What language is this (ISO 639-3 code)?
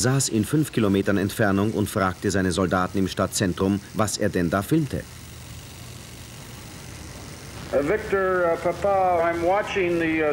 deu